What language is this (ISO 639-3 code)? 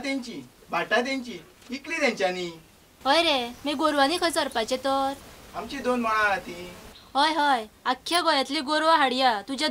kok